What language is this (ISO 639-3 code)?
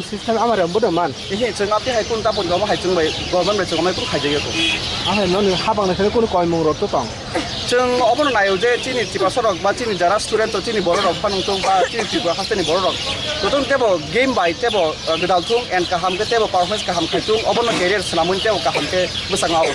trp